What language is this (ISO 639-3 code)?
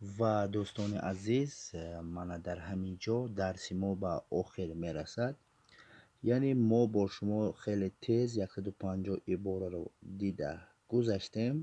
tgk